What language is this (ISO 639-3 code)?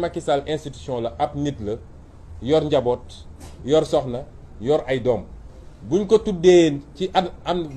wol